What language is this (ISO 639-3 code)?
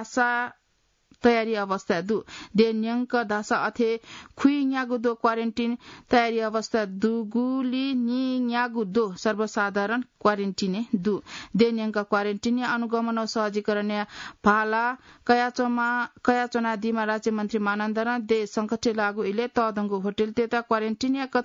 new